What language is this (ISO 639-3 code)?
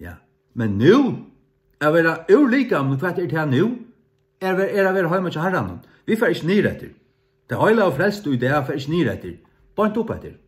fao